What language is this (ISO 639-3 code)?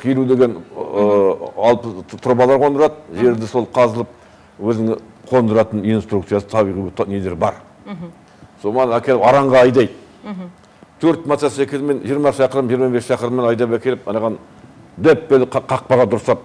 kaz